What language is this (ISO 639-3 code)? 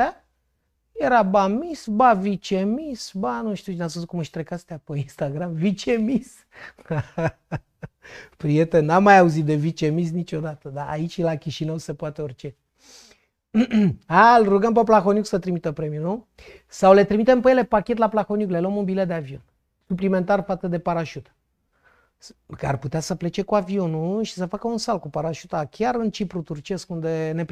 ron